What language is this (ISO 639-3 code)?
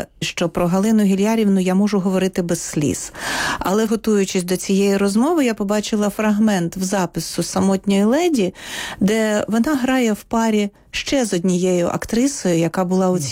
ukr